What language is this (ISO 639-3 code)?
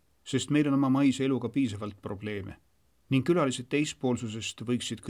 est